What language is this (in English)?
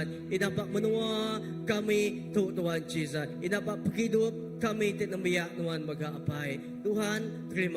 Iban